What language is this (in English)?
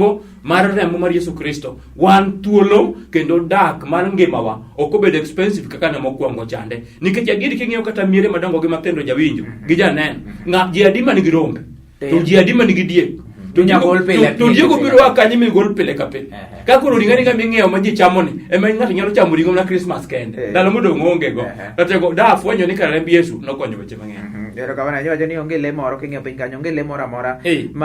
Luo (Kenya and Tanzania)